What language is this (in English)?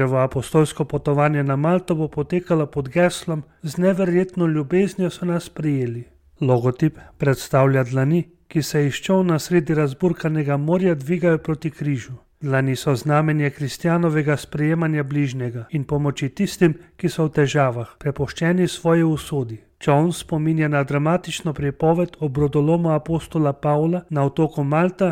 Slovenian